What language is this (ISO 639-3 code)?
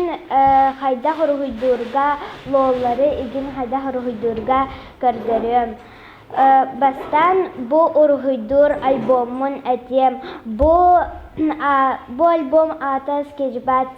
sah